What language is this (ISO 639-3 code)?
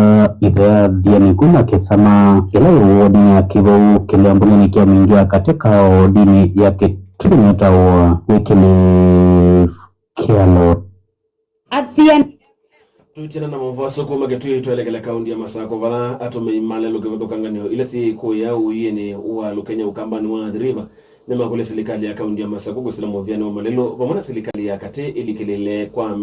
kam